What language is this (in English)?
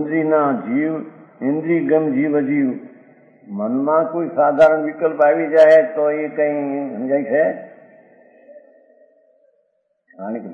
Gujarati